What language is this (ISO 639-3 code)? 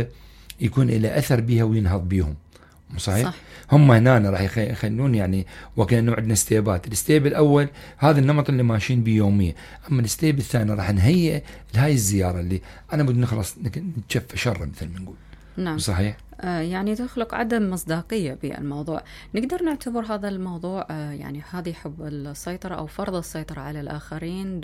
acm